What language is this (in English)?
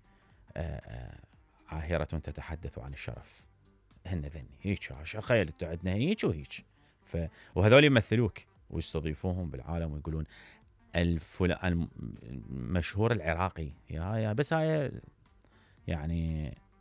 Mesopotamian Arabic